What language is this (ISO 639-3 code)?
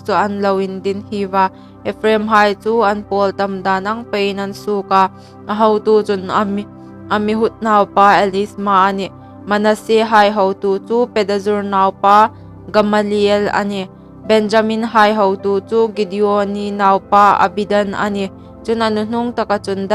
hmr